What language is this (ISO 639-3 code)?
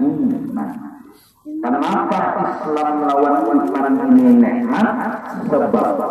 bjn